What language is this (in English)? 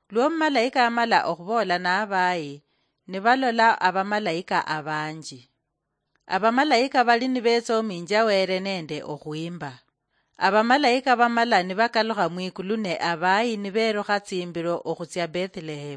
Luyia